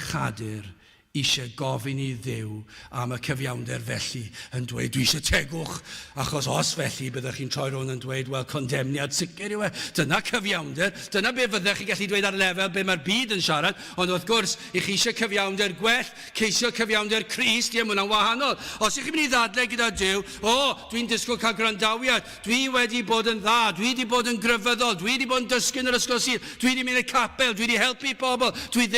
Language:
Welsh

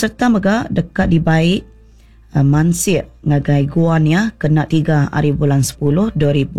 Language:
Iban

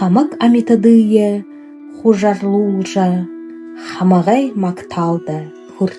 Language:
Buriat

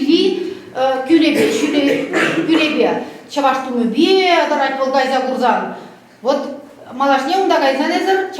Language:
Chuvash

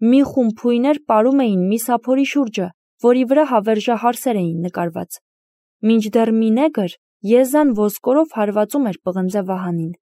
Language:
Armenian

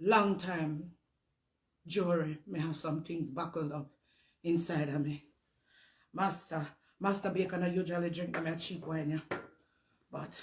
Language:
Jamaican Creole English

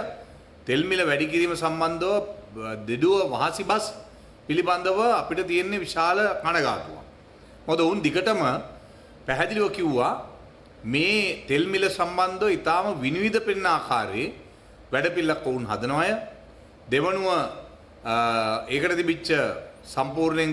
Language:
Sinhala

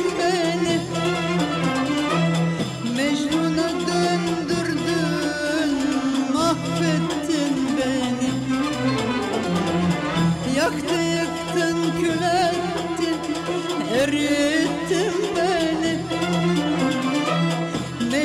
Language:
Turkish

